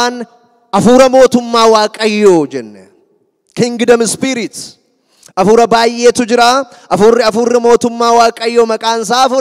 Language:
Oromo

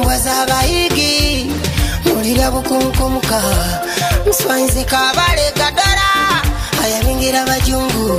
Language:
Nyoro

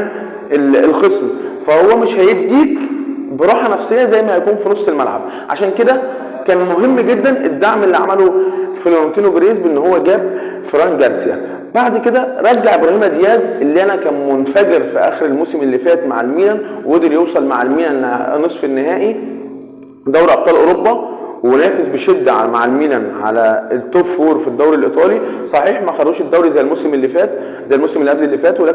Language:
Egyptian Arabic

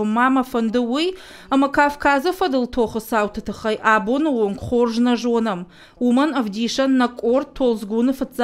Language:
Ossetic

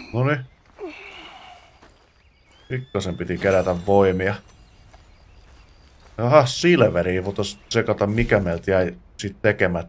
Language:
Finnish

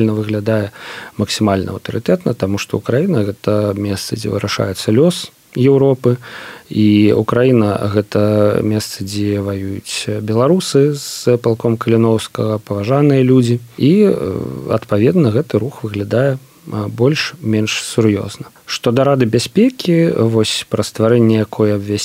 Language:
Belarusian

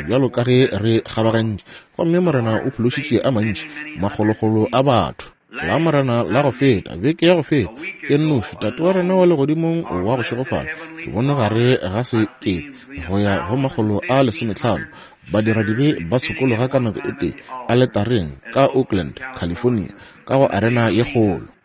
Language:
Northern Sotho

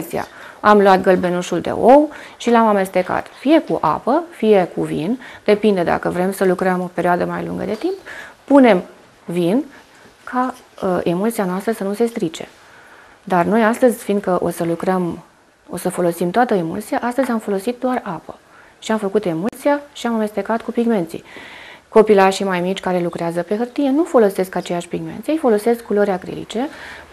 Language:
Romanian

